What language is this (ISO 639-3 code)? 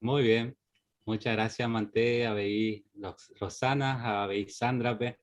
grn